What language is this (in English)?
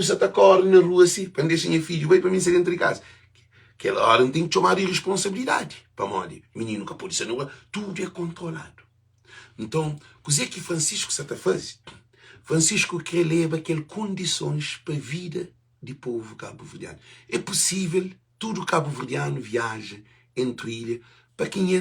Kabuverdianu